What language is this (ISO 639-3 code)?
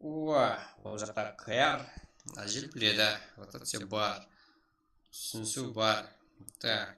kaa